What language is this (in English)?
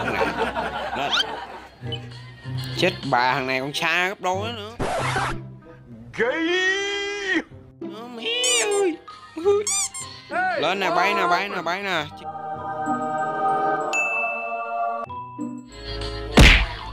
Vietnamese